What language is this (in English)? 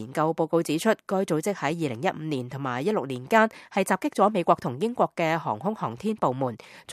Cantonese